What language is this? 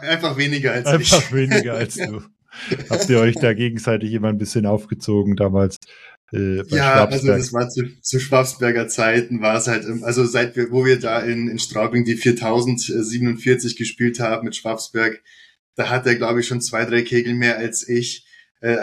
German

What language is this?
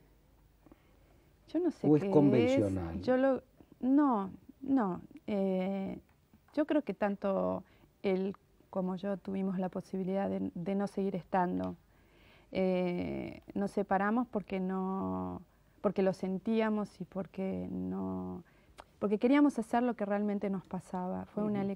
Spanish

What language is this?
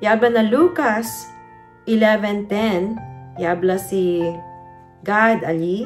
Chavacano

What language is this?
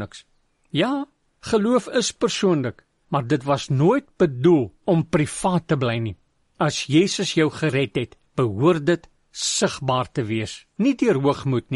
Afrikaans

